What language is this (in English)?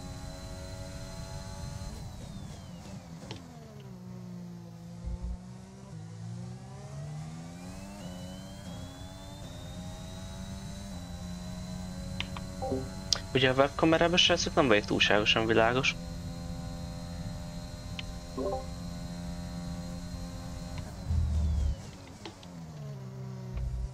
Hungarian